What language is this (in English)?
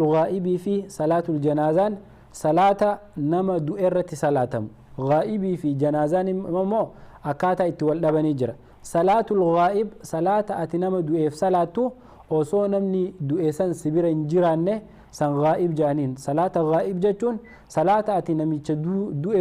Oromo